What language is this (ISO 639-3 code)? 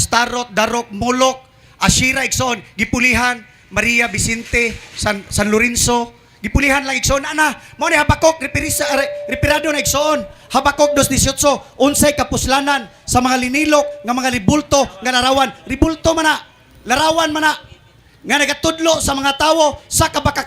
ceb